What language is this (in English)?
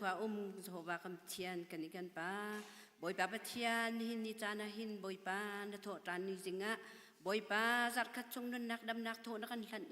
Hakha Chin